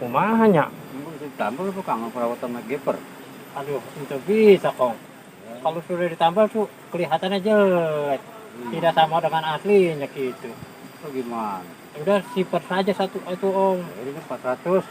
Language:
Betawi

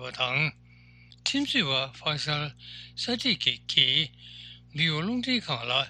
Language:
Tibetan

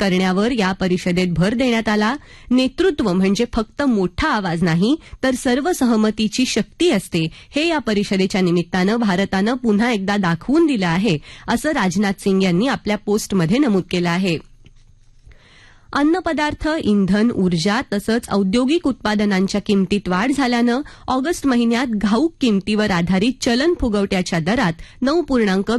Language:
Marathi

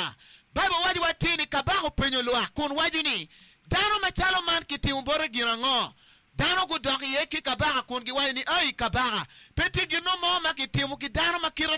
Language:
Acoli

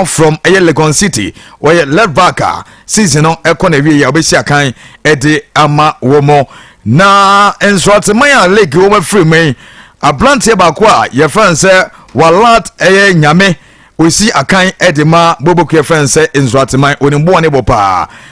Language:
Akan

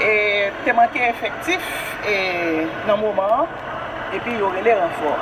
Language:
Haitian Creole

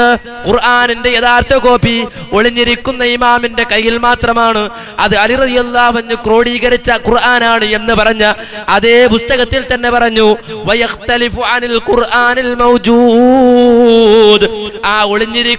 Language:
Malayalam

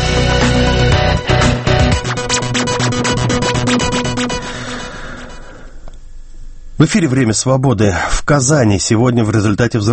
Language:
Russian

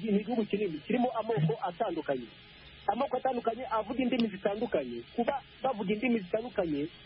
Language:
Kinyarwanda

